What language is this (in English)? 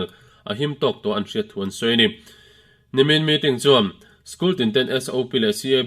Mizo